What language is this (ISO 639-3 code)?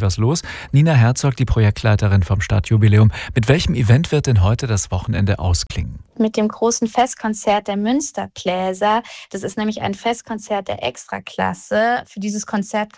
deu